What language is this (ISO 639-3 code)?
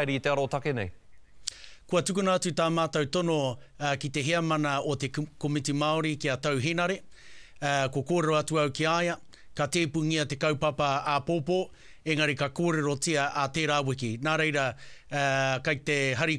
mri